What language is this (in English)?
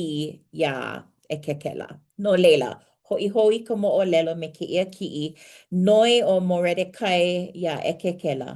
Hawaiian